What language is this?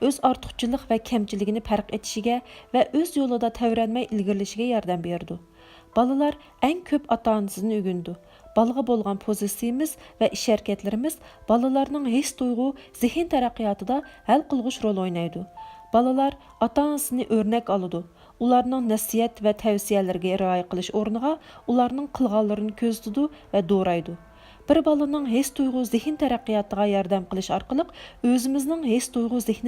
Uyghur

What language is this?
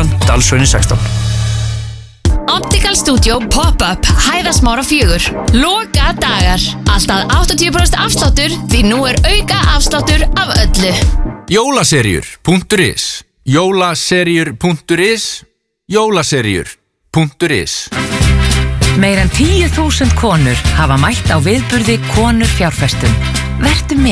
Icelandic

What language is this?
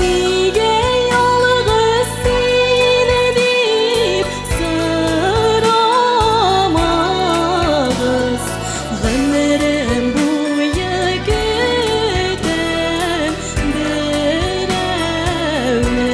Tatar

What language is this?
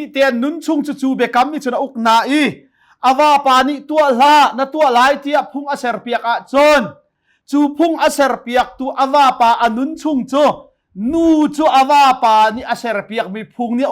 Hakha Chin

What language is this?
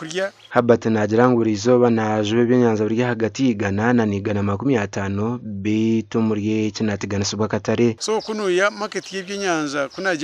Nyankole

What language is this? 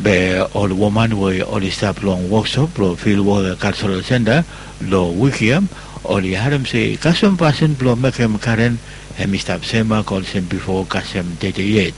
Bislama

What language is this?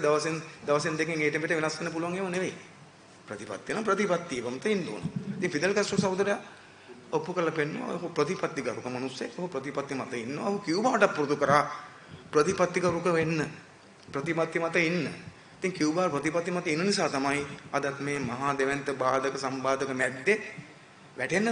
Sinhala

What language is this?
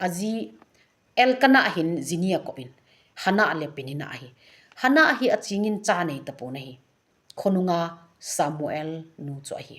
Thado Chin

